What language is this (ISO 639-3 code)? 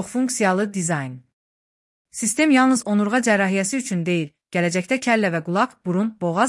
aze